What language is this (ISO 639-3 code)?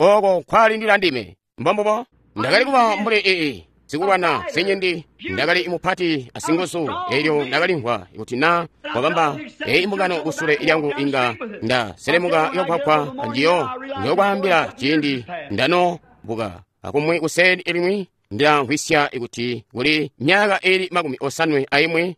toi